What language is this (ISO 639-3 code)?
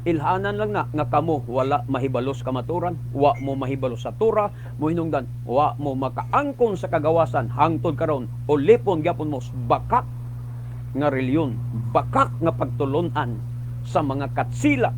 ceb